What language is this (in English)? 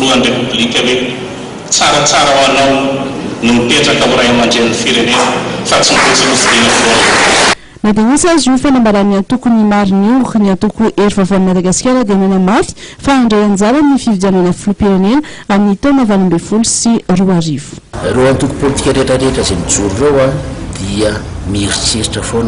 Malagasy